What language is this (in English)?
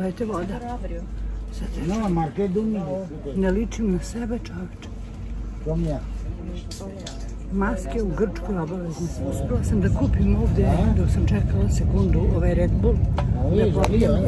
Serbian